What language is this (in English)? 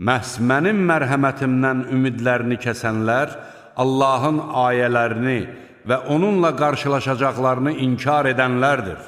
Azerbaijani